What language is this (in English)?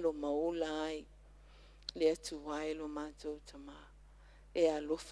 Samoan